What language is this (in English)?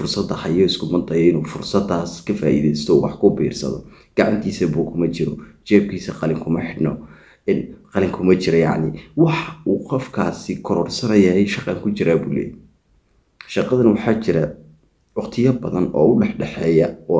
Somali